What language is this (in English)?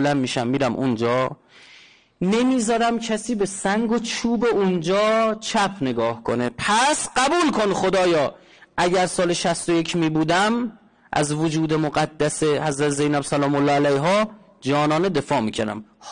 Persian